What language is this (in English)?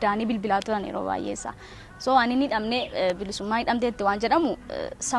Oromo